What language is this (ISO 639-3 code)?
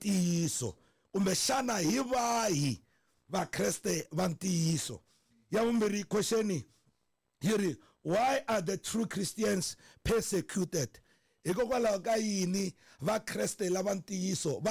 tso